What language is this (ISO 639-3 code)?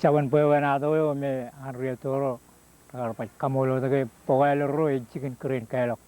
mah